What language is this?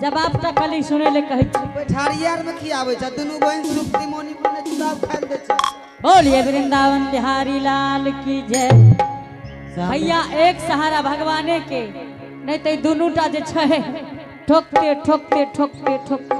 Angika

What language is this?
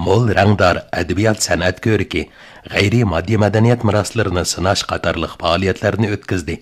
Uyghur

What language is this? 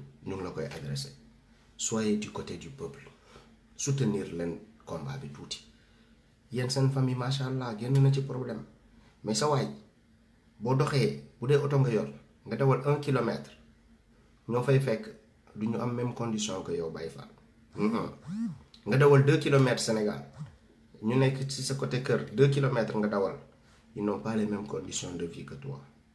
Wolof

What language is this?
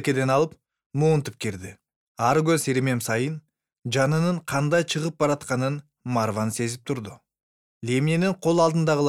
Kyrgyz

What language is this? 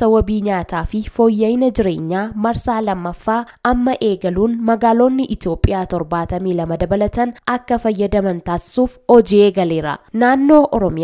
Oromo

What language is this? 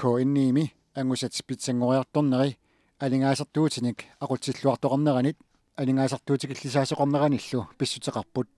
Kalaallisut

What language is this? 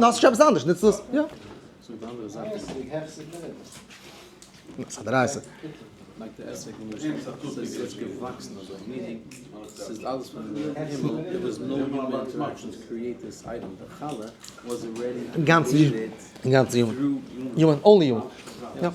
Yiddish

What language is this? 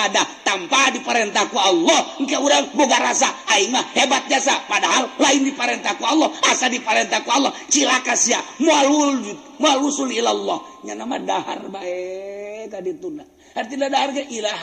Sundanese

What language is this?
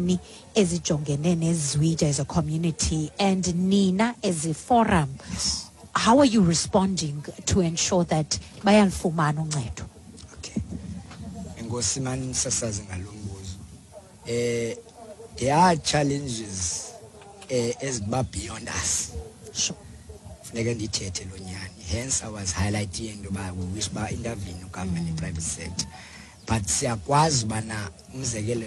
Xhosa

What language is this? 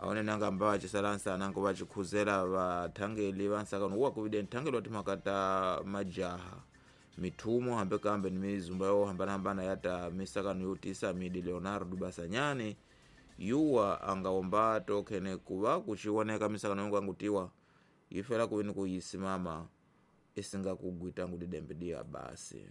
Tsonga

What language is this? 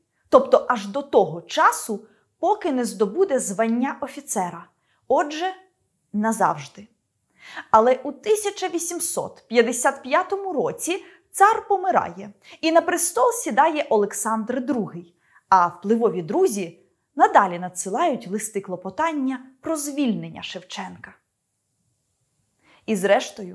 Ukrainian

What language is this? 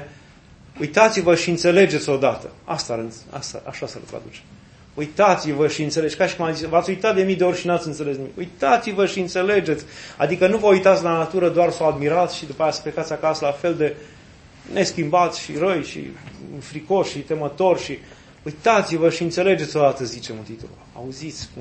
Romanian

